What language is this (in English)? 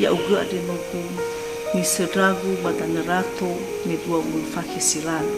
Nias